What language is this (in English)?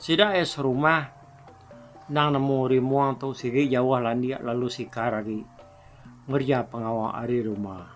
Iban